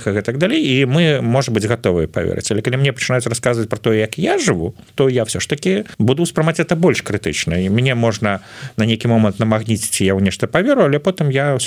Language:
Belarusian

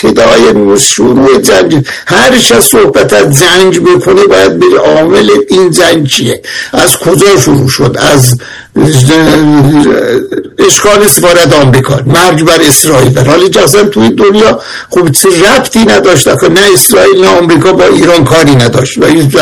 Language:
Persian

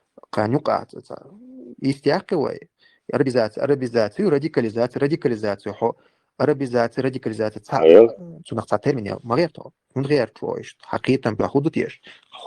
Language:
Chechen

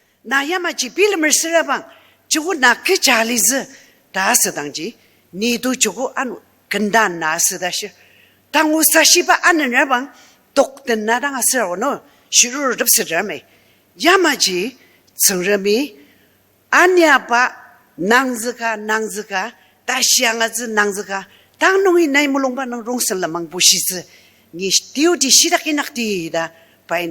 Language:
Ao Naga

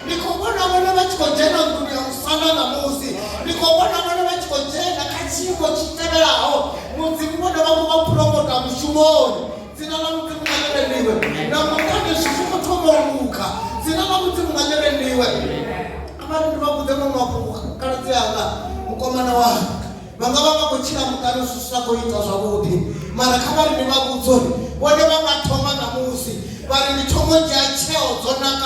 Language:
Venda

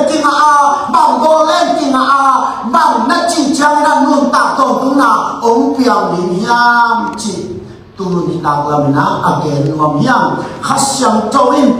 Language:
Tedim Chin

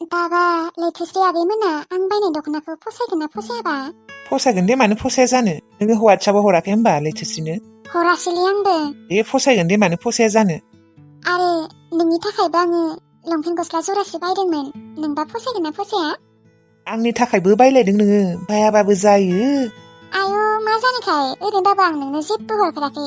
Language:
Bodo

